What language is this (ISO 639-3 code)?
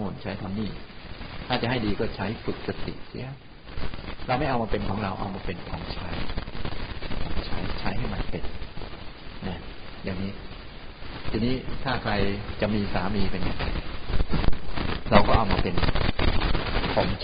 tha